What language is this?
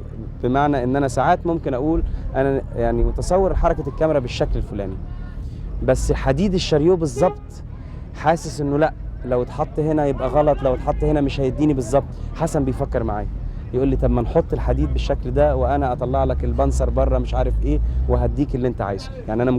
Egyptian Arabic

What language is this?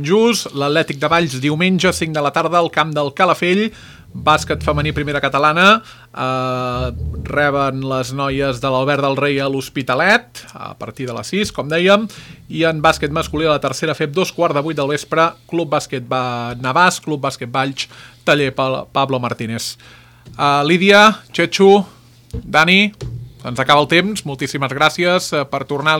Catalan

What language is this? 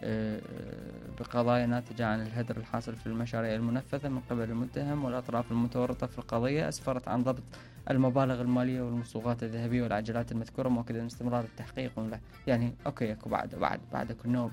Mesopotamian Arabic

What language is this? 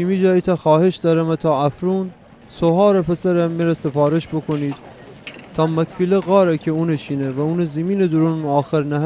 Gilaki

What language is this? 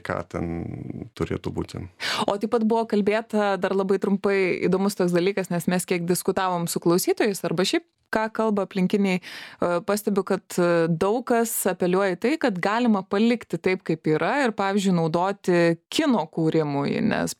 Lithuanian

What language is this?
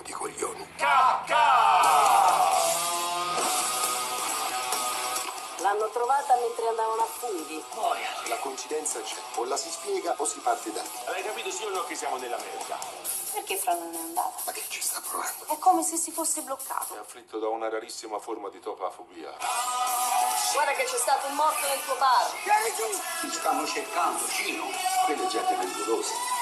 Italian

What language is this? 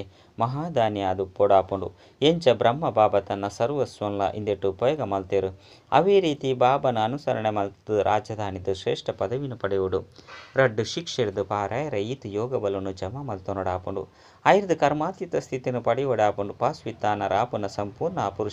Tulu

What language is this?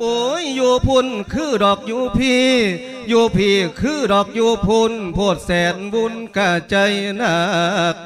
Lao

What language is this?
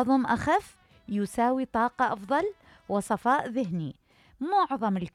Mesopotamian Arabic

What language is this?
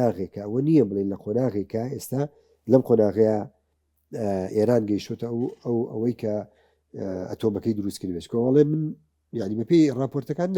Central Kurdish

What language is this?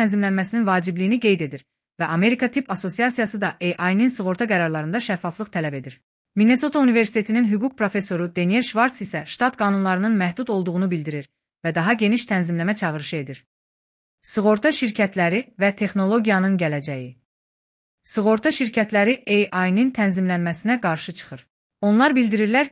Azerbaijani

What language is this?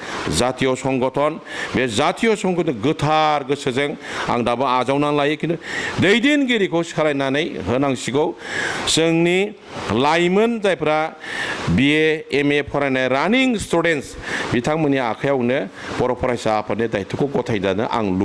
Bodo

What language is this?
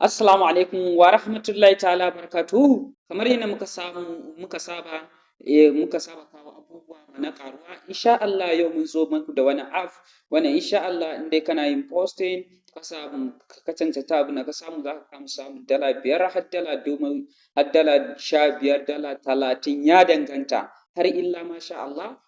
Hausa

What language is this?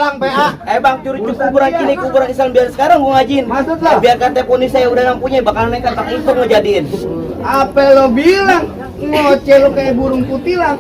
Betawi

